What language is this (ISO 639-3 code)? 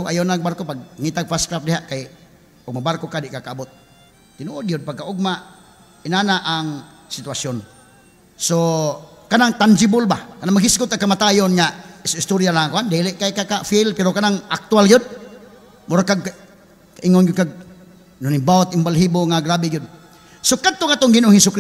ceb